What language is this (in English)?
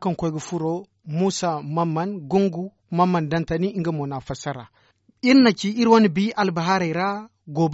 Zarma